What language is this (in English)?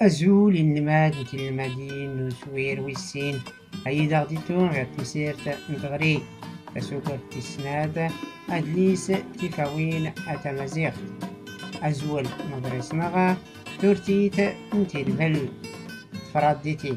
Tachelhit